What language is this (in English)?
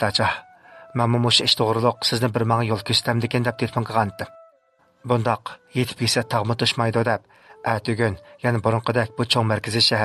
Uyghur